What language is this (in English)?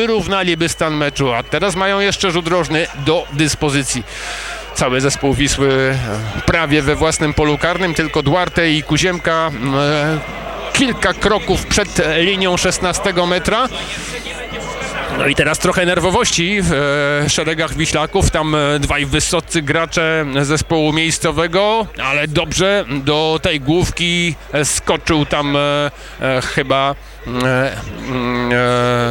Polish